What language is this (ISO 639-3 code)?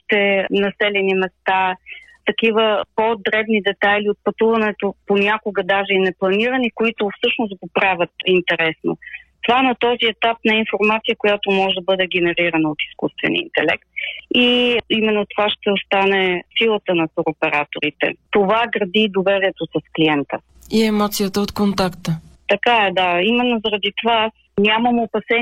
bul